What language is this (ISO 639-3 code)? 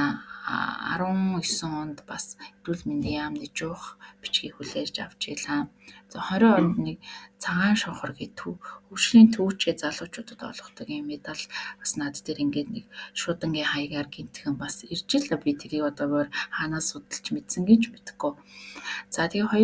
mon